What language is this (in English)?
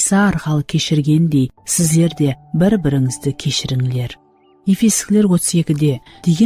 Kara-Kalpak